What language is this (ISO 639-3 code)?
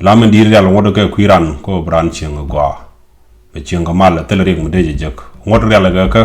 nus